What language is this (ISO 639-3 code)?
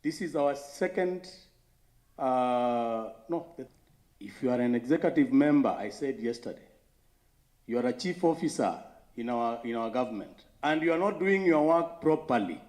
kam